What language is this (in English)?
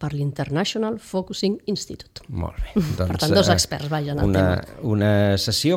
Catalan